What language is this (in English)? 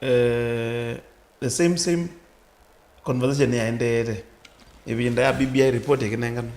Kamba